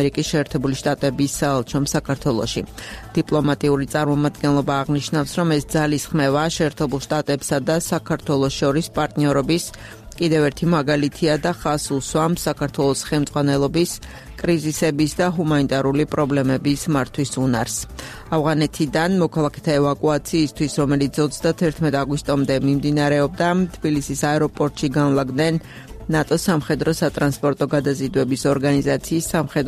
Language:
Georgian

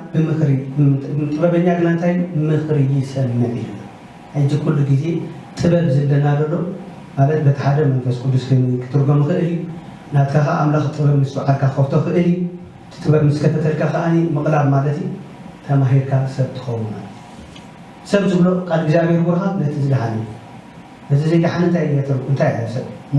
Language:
Tigrinya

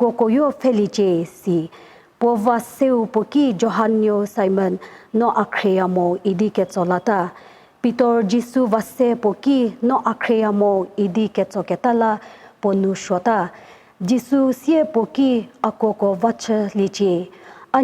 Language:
Angami Naga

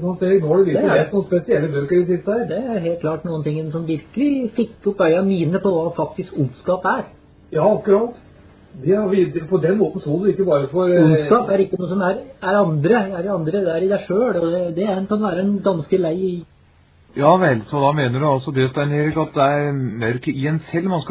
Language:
Norwegian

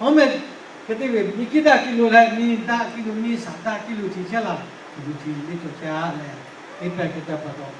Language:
Lahu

